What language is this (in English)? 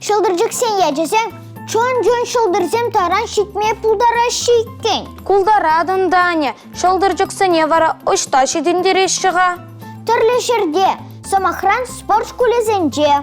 Chuvash